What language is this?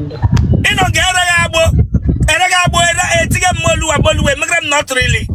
Igbo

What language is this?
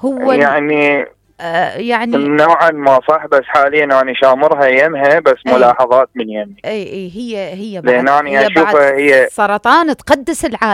Mesopotamian Arabic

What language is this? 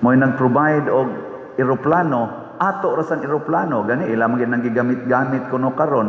Cebuano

